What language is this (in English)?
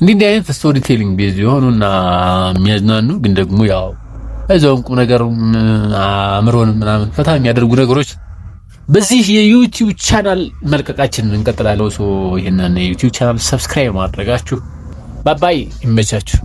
Amharic